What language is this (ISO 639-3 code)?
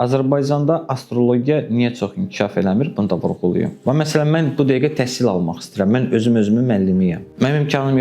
aze